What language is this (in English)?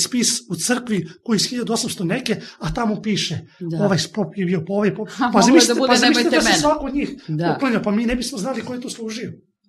Serbian